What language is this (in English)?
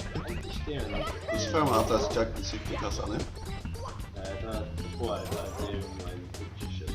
Faroese